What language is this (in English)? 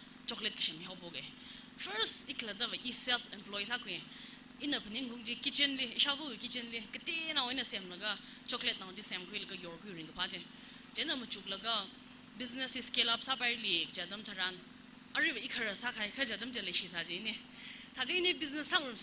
Tangkhul Naga (India)